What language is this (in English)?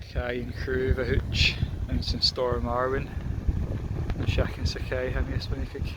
Scottish Gaelic